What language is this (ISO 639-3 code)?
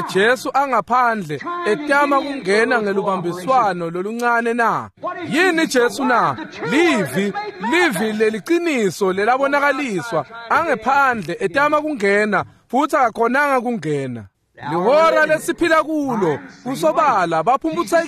ssw